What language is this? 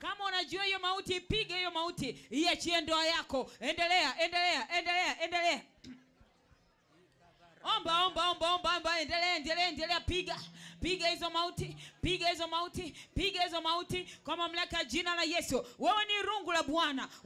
Swahili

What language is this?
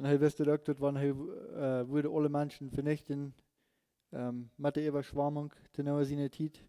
Plautdietsch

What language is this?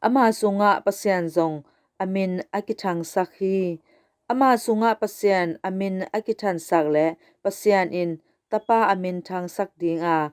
Tedim Chin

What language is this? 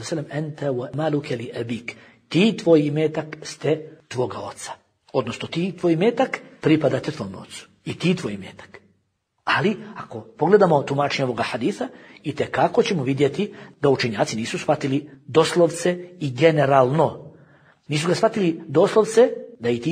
Bosnian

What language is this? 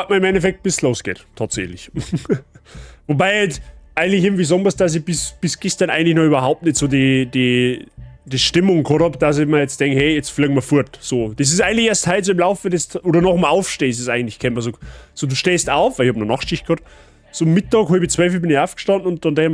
Bavarian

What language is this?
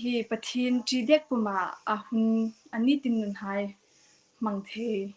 Hmar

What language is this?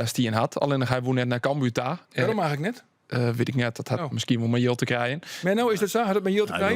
Western Frisian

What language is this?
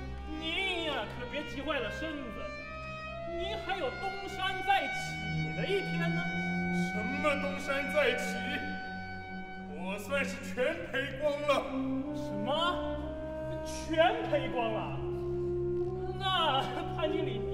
Chinese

